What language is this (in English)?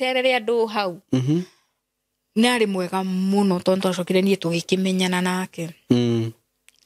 Kikuyu